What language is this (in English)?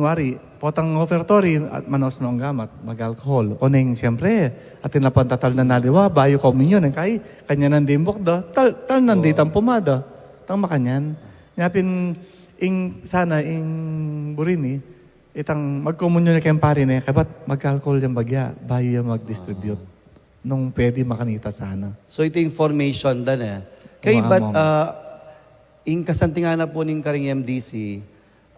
Pampanga